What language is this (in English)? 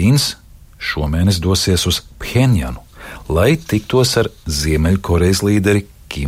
Latvian